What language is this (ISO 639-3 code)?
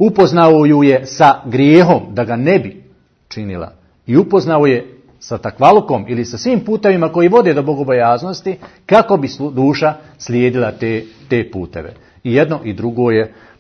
bos